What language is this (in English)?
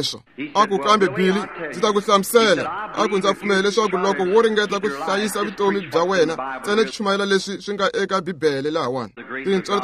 Tsonga